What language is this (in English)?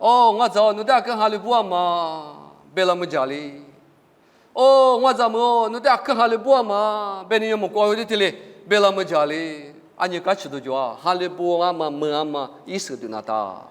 Lisu